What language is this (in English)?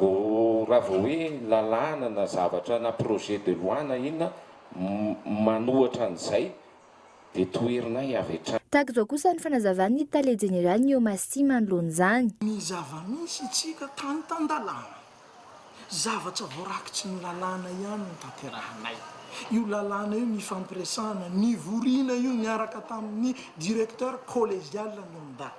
Malagasy